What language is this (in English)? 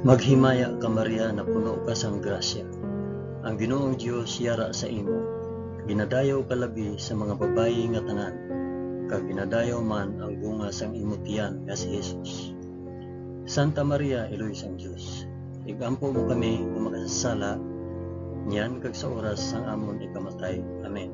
Hiligaynon